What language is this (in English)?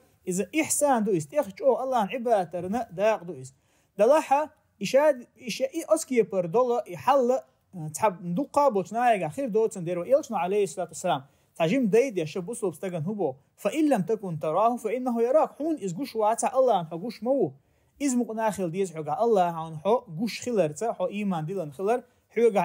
Chechen